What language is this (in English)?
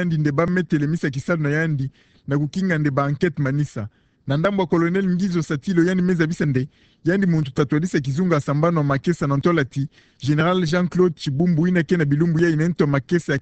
Kituba (Democratic Republic of Congo)